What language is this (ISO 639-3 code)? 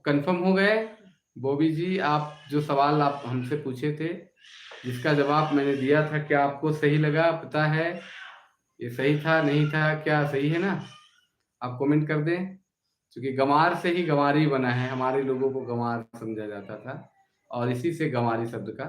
sck